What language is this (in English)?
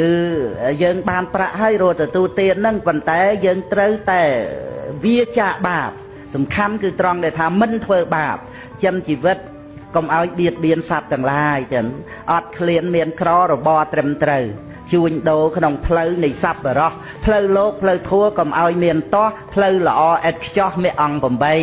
Khmer